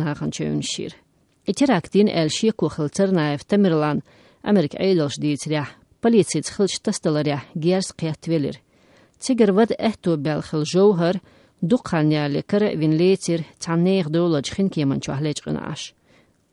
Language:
Chechen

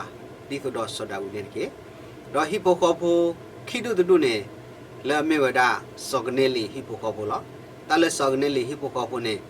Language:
S'gaw Karen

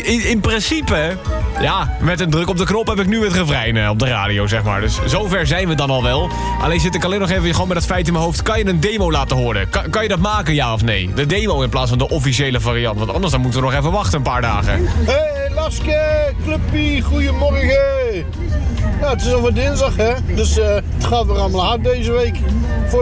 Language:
Dutch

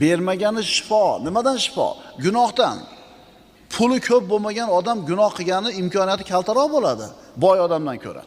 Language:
Uzbek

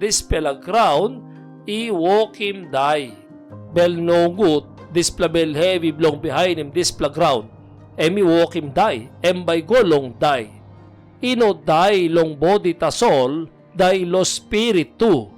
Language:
Tok Pisin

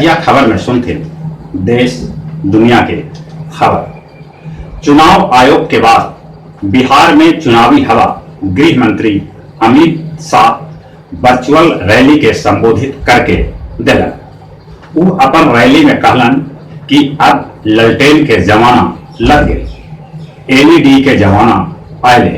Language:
Magahi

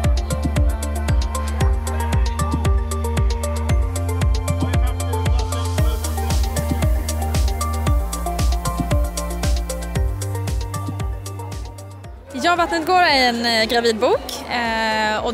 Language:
Swedish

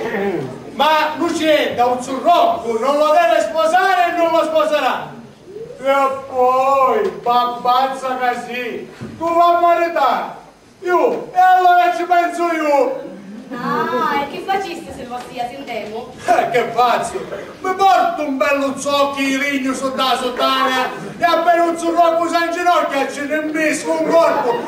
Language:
Sicilian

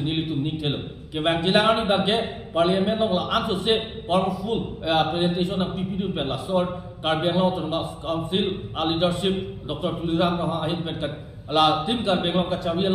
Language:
Karbi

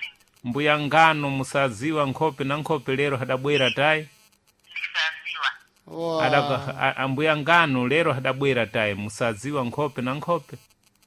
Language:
Sena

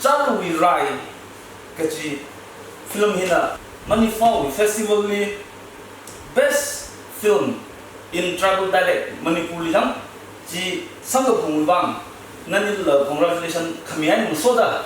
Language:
Tangkhul Naga (India)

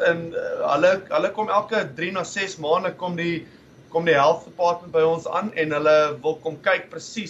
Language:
Afrikaans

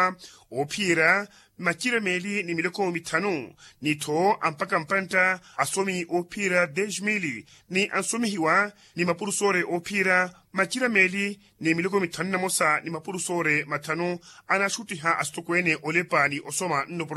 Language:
Makhuwa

